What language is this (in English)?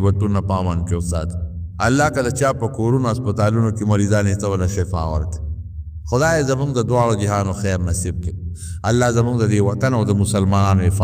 Pashto